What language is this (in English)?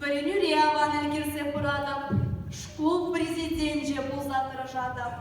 Chuvash